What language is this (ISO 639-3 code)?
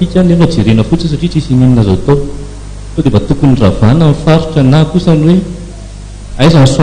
mlg